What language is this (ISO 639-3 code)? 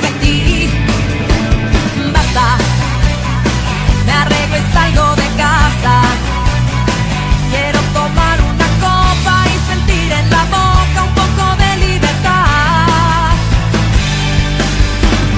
spa